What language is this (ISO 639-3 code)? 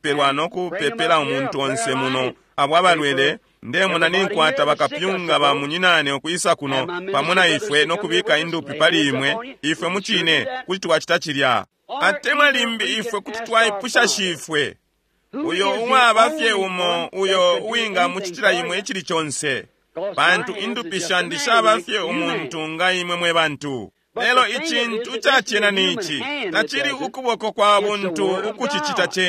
bem